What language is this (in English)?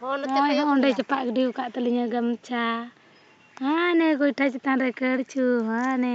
Santali